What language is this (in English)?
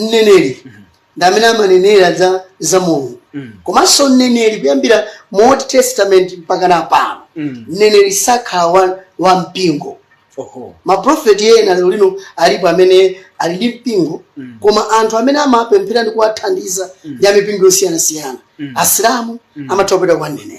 Nyanja